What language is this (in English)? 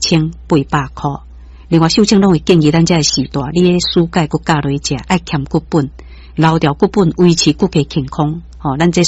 Min Nan Chinese